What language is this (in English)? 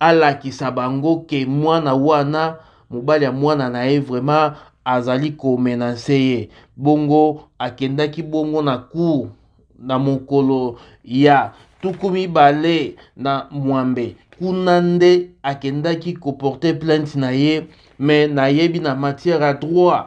Lingala